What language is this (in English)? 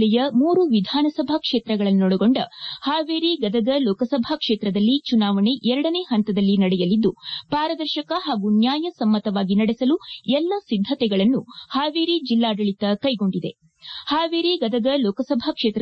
Kannada